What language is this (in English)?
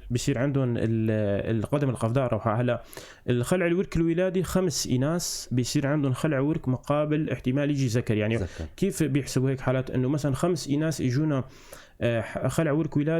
North Levantine Arabic